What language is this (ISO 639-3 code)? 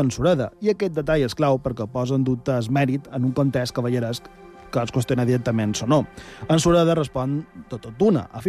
cat